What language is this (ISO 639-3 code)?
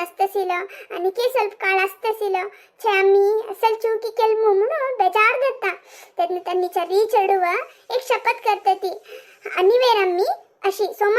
kok